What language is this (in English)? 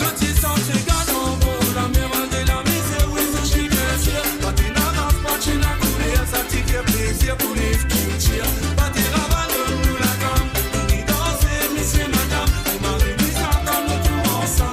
Morisyen